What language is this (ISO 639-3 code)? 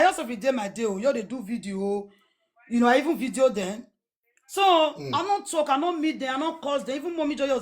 pcm